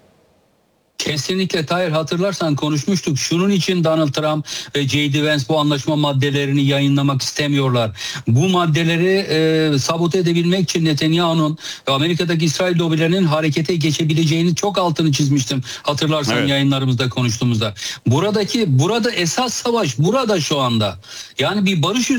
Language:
Turkish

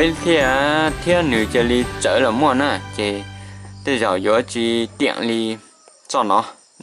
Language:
Hmong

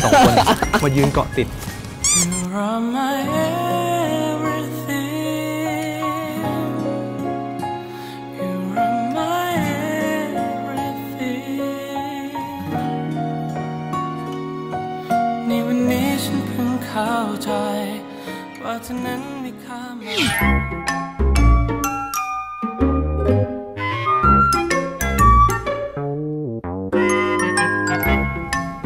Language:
Thai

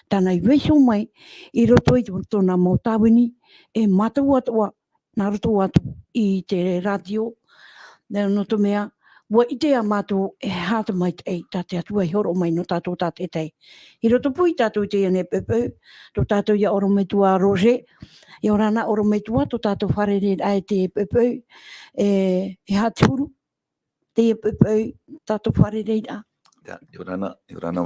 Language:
Tahitian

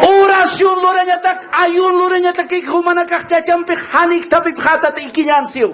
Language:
Aymara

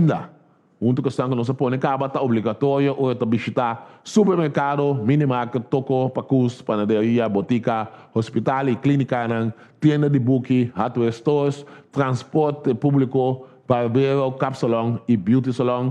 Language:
Papiamento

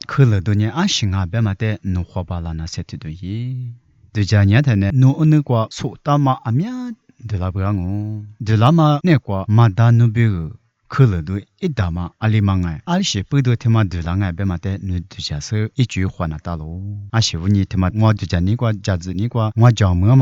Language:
Lisu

